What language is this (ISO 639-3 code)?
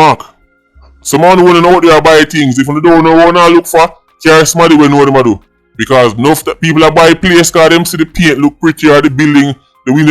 jam